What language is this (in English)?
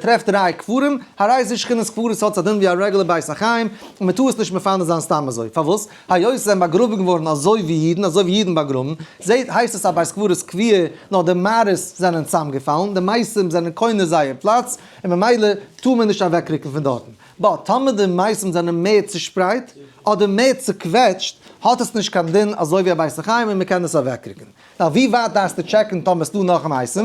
Yiddish